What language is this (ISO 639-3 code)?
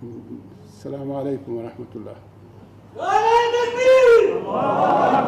pus